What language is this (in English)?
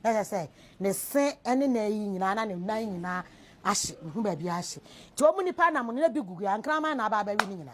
Akan